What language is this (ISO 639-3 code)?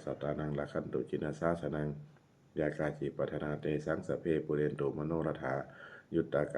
pli